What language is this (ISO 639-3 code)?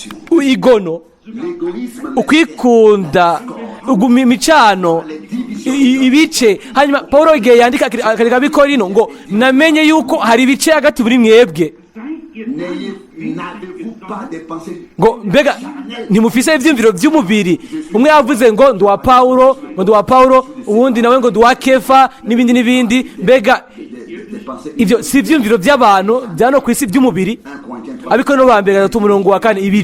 run